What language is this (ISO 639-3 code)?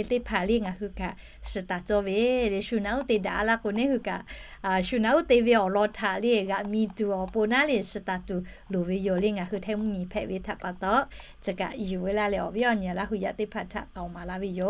lhu